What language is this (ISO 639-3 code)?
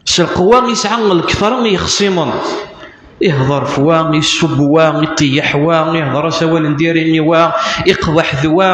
kab